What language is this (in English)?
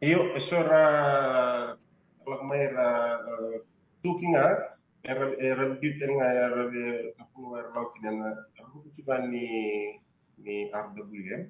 Fijian